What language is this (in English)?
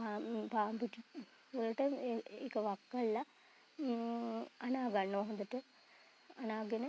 Sinhala